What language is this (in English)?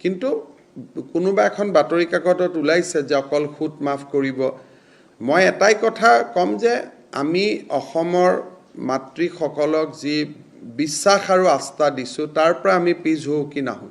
Assamese